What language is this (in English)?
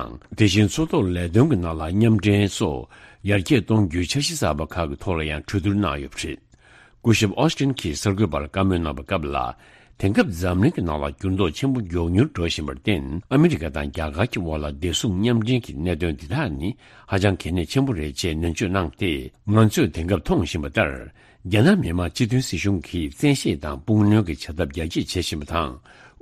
Tibetan